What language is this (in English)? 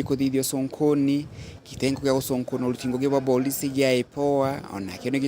Meru